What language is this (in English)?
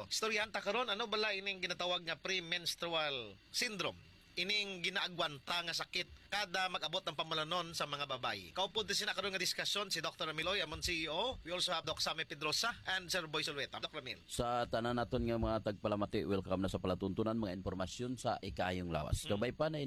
Hiligaynon